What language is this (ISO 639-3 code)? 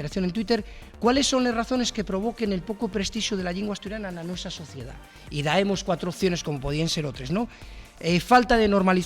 ast